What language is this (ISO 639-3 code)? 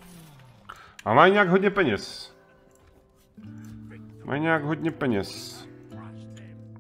ces